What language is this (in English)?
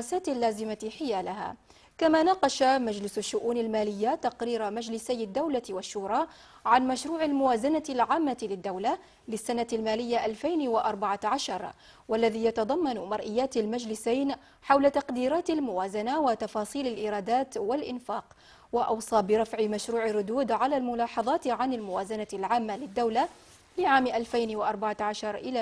Arabic